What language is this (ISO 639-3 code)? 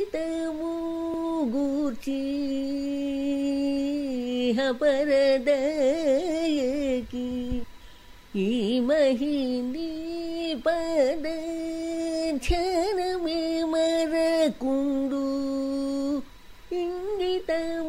tel